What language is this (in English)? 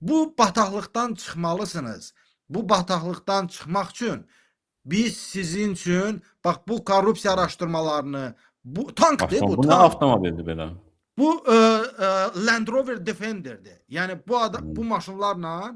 Azerbaijani